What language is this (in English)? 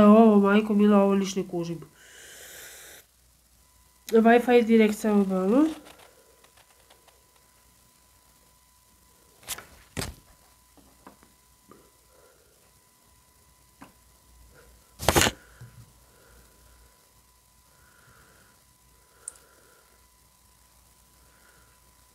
Croatian